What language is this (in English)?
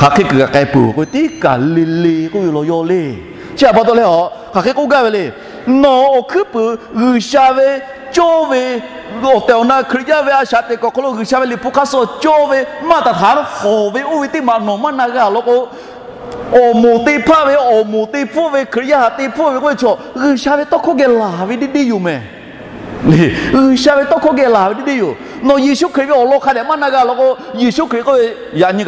Lahu